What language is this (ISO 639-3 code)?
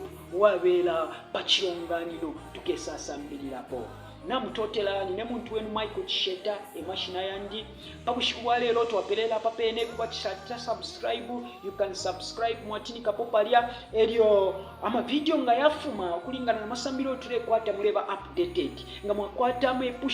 bem